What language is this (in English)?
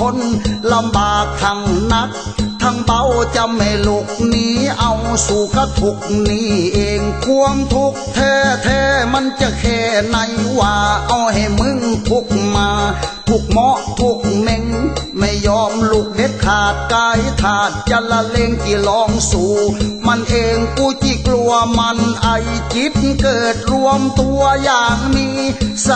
Thai